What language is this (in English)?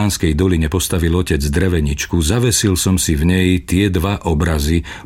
Slovak